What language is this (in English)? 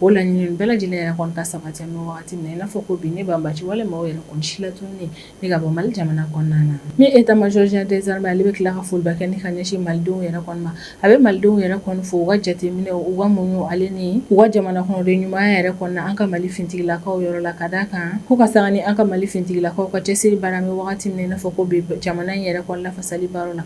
Bambara